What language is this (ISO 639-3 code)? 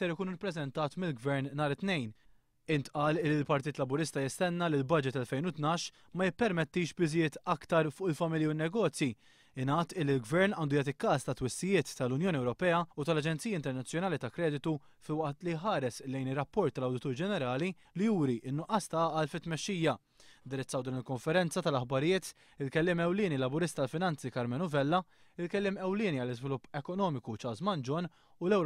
mlt